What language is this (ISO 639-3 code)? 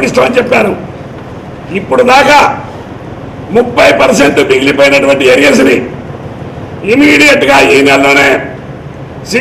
tel